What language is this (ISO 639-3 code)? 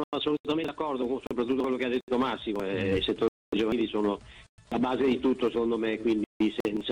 ita